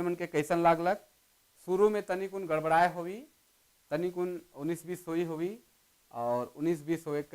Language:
Sadri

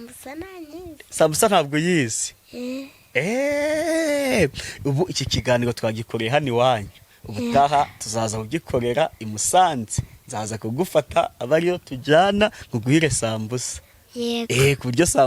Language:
Kinyarwanda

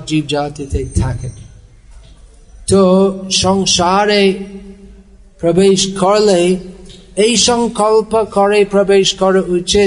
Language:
Bangla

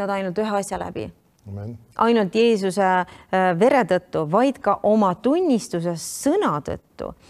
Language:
Estonian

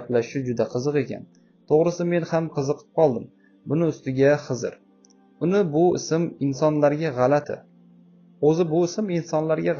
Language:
Uzbek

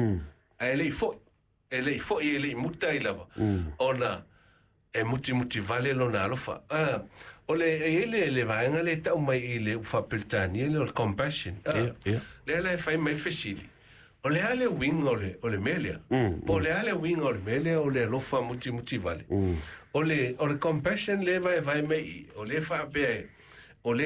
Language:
Samoan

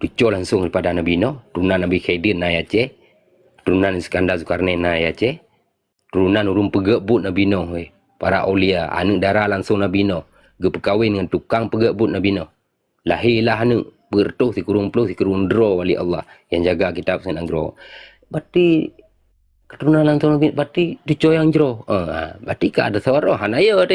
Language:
Achinese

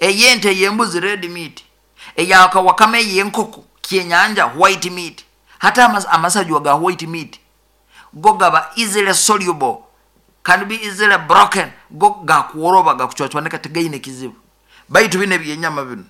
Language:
Nyoro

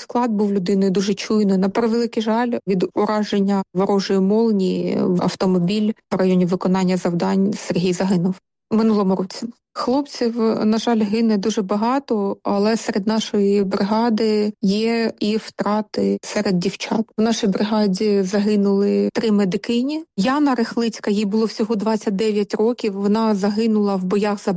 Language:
Ukrainian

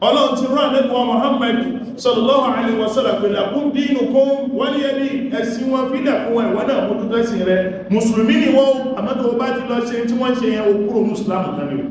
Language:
Yoruba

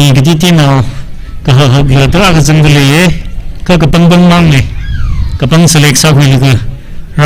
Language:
Tangkhul Naga (India)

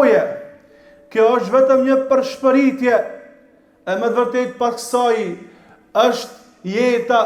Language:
Albanian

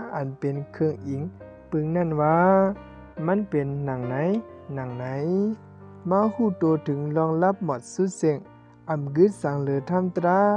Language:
Shan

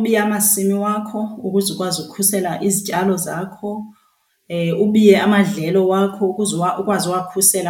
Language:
Xhosa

